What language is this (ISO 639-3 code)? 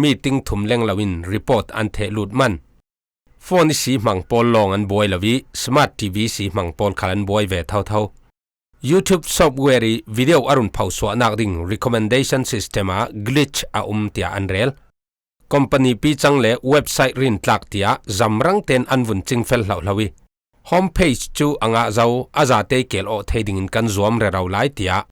cfm